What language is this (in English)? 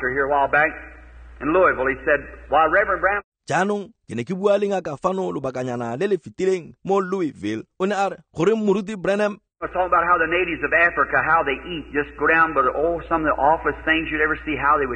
Tswana